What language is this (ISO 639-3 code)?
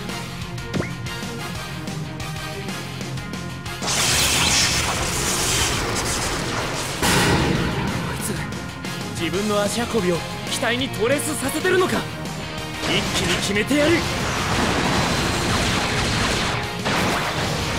jpn